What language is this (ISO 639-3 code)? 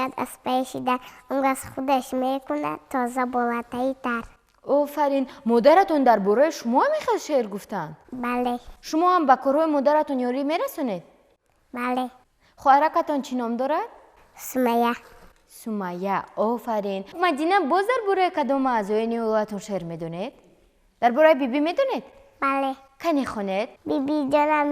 tgk